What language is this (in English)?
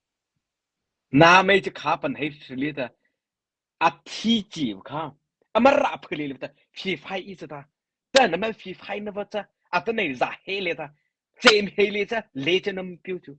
Mara Chin